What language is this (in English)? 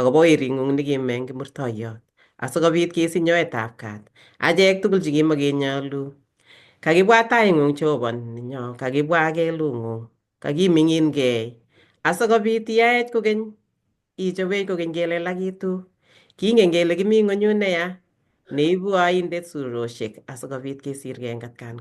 Kalenjin